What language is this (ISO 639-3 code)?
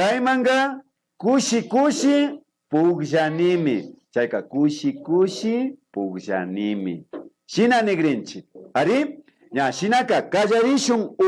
qvi